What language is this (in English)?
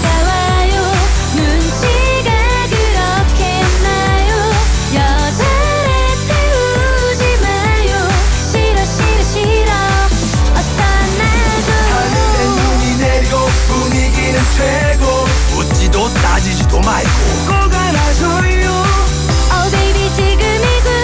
Korean